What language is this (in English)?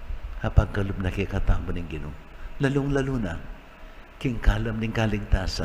Pampanga